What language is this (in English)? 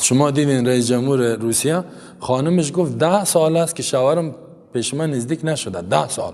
Persian